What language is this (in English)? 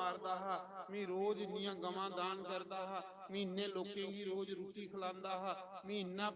Dogri